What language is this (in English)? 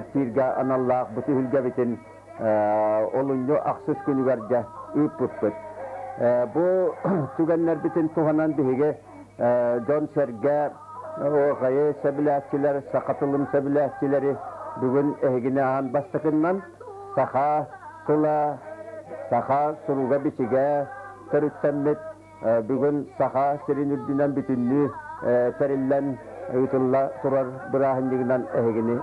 Yakut